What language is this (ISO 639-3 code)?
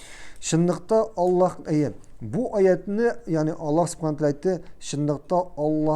tat